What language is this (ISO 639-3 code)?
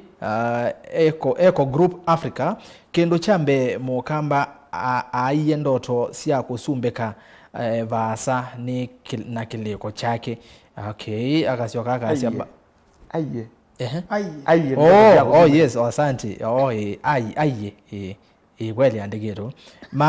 kam